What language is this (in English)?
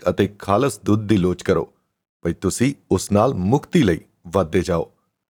Punjabi